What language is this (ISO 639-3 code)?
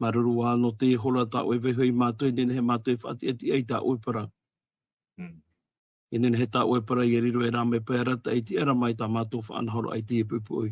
tah